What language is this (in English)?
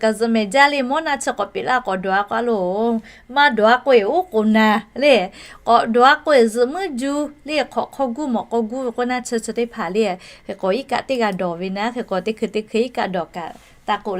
Lahu